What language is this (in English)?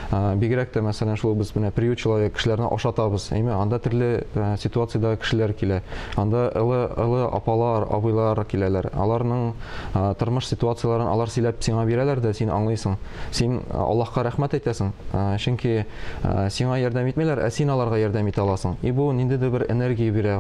Tatar